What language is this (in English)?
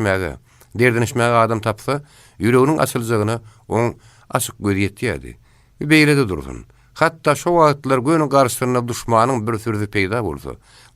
Turkmen